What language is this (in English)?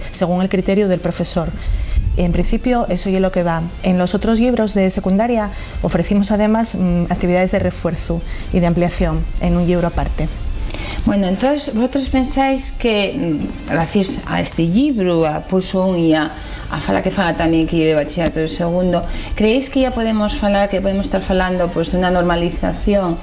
Asturian